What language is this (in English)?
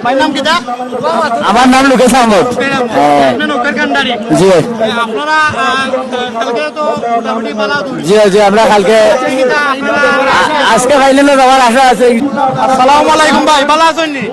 Sylheti